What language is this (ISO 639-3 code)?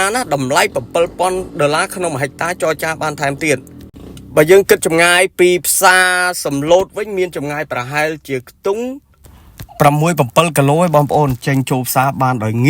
khm